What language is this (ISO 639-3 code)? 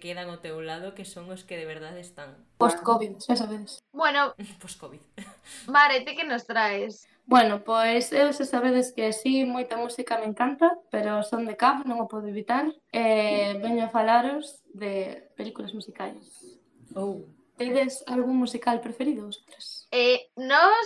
glg